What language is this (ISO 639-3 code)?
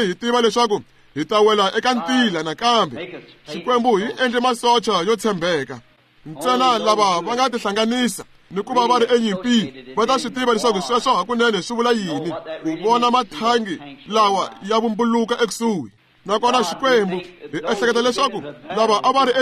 tso